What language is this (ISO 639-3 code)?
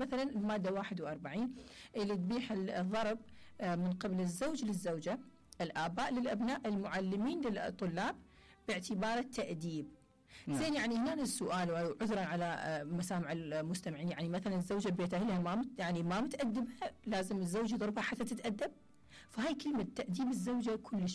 acm